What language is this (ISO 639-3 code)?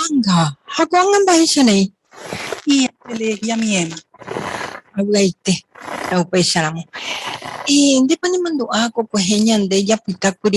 grn